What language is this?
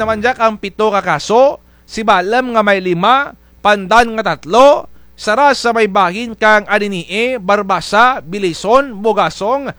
Kinaray-a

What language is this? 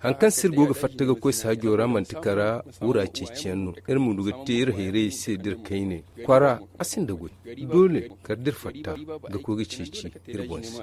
Zarma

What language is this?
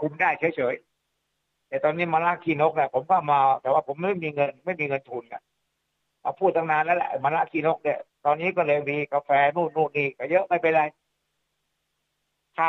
Thai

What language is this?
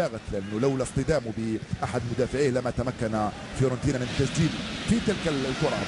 Arabic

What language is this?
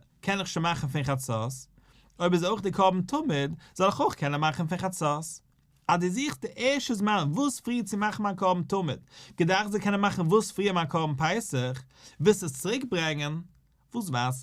Yiddish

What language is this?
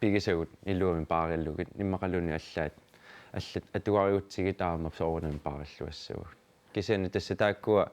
Kalaallisut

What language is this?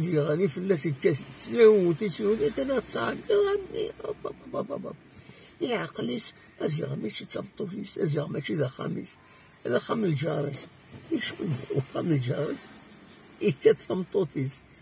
Kabyle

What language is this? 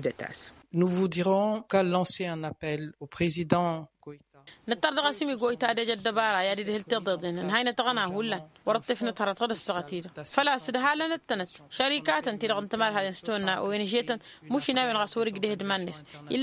Tamasheq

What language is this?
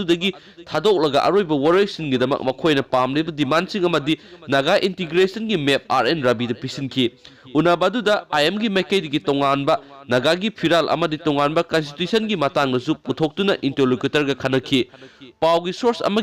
Manipuri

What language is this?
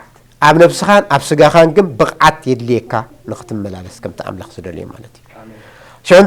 Tigrinya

